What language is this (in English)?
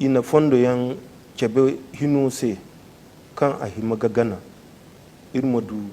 Zarma